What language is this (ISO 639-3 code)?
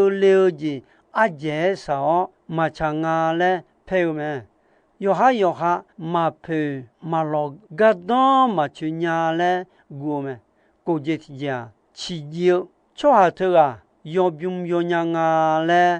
ahk